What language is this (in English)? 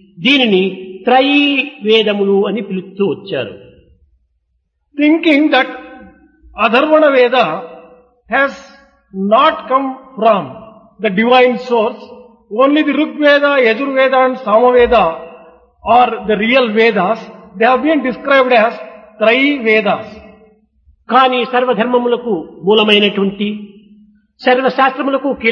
Telugu